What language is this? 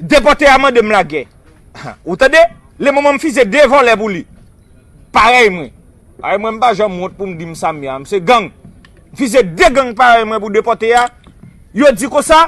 Haitian Creole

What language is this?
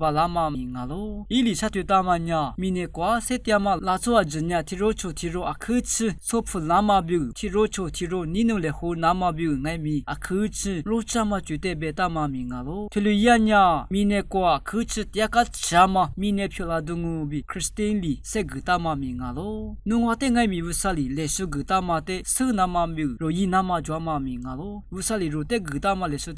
Lisu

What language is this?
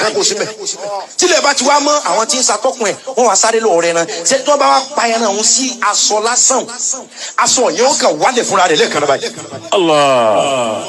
Yoruba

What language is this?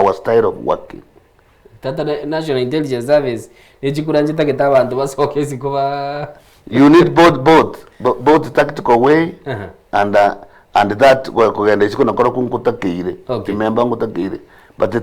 Gusii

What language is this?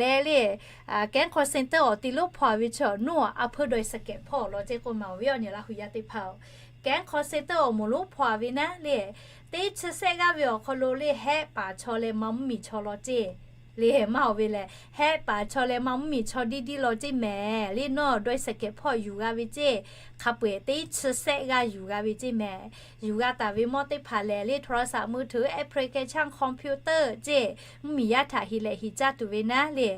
Lahu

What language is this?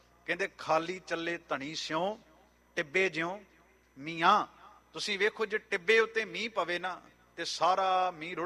Punjabi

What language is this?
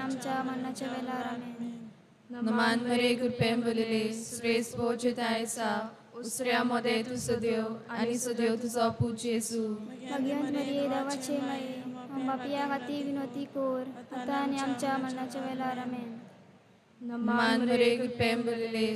Konkani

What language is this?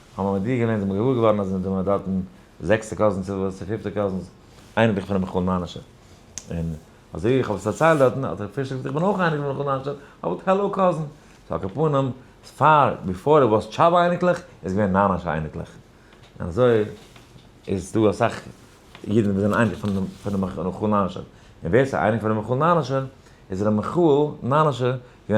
Yiddish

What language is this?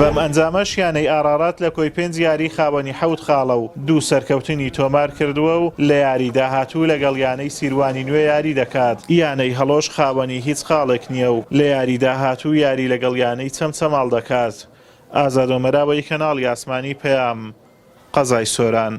Central Kurdish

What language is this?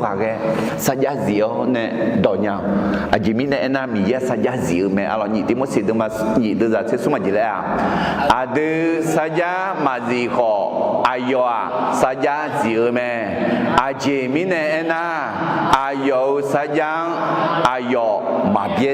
Akha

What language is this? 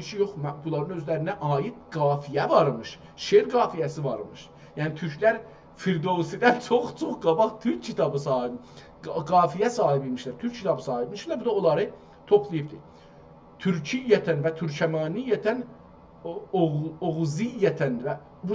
South Azerbaijani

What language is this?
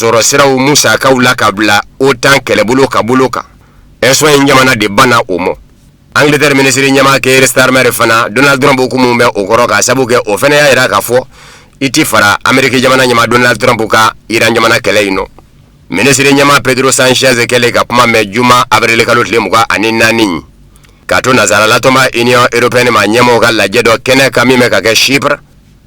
Bambara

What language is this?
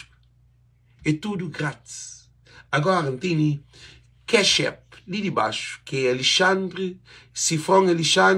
Kabuverdianu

